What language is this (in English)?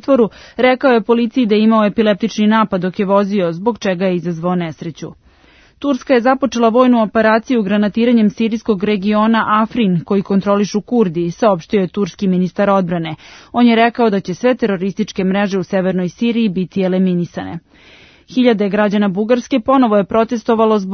Serbian